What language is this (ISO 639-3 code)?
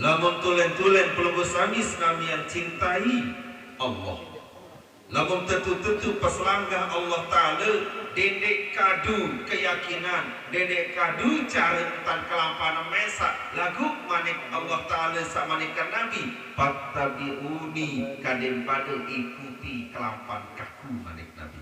sas